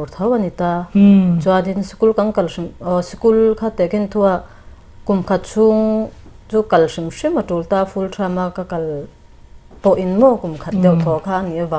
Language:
Mizo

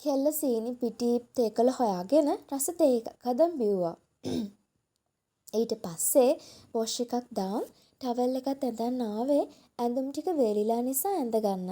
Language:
Sinhala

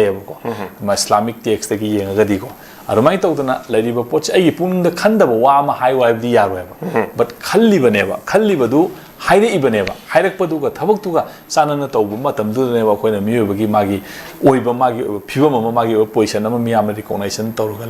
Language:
Manipuri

